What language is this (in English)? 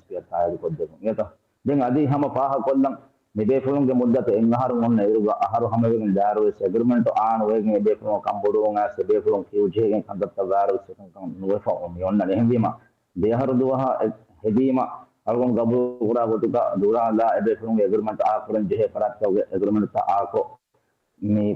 Divehi